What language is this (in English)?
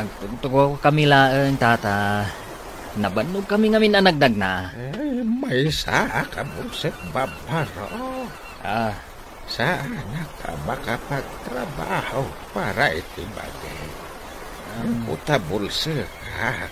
Iloko